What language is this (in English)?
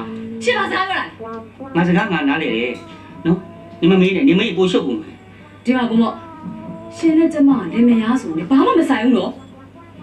Burmese